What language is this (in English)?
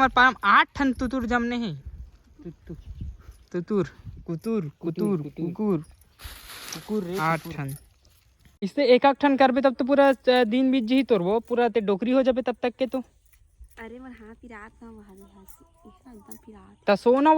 Chhattisgarhi